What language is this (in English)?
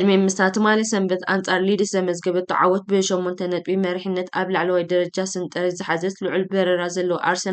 Tigrinya